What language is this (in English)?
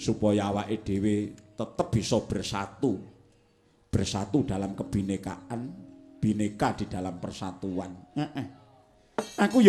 Javanese